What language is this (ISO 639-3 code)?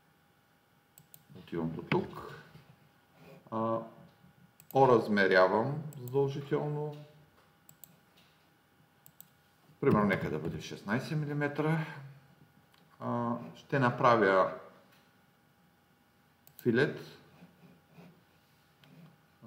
bul